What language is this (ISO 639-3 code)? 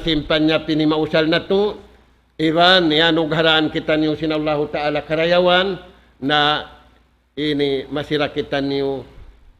tsg